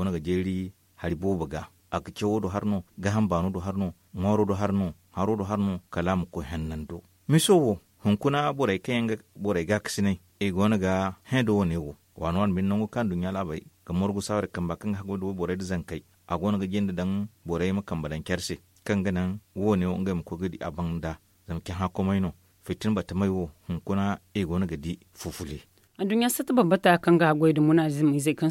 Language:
Zarma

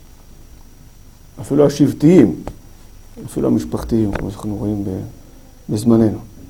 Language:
Hebrew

